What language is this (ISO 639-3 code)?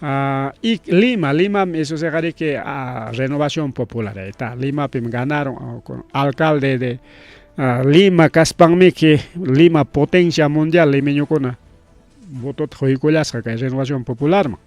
quy